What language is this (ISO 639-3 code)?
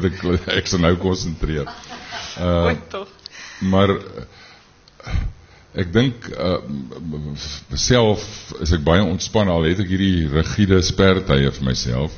afr